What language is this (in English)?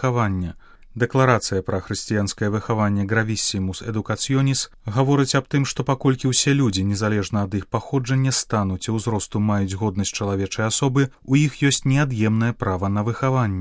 Belarusian